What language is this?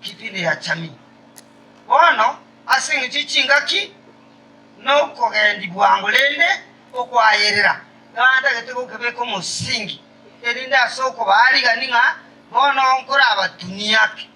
Gusii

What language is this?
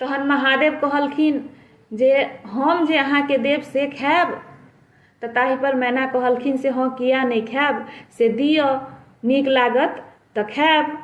Maithili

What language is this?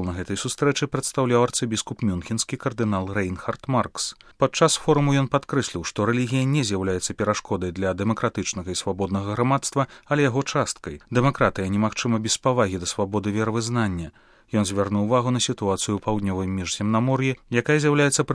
Belarusian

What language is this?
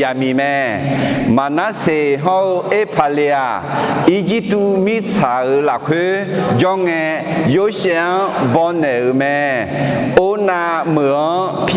Akha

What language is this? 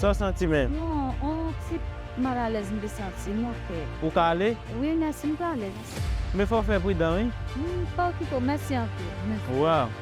Haitian Creole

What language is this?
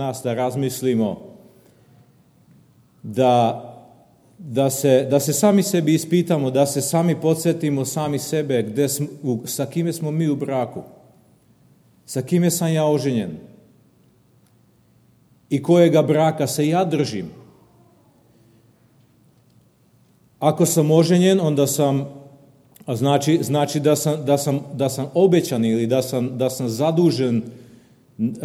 Serbian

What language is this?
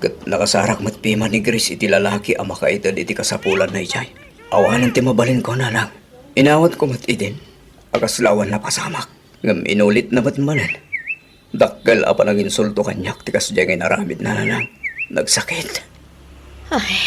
Iloko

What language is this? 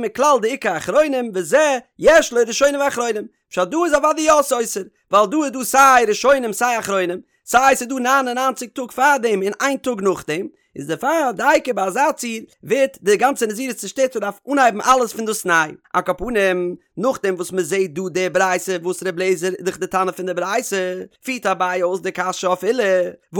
Yiddish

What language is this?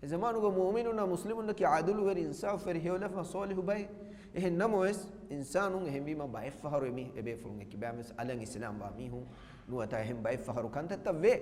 Divehi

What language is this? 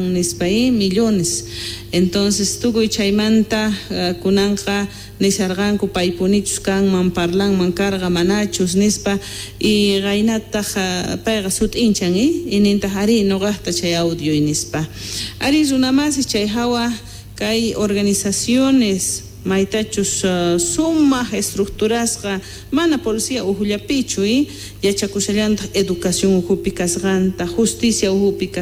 South Bolivian Quechua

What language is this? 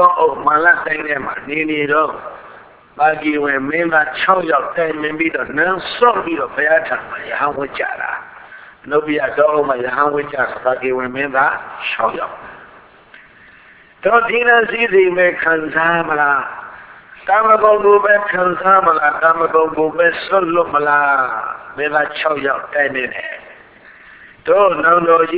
Burmese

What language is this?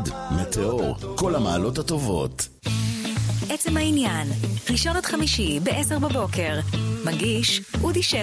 Hebrew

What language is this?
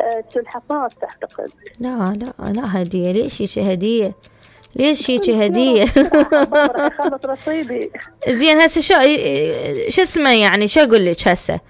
Mesopotamian Arabic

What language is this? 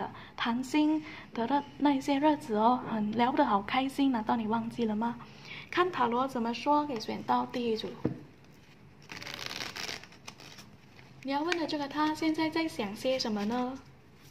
Chinese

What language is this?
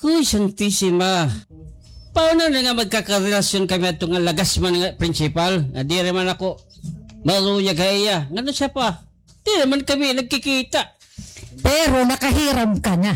Waray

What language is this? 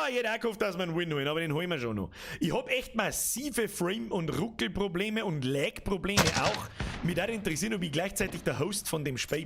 Bavarian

